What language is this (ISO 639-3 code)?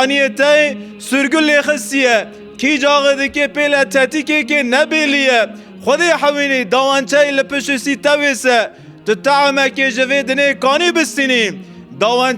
kur